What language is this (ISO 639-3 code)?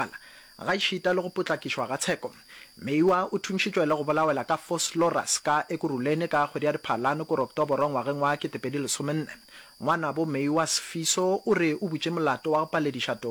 nso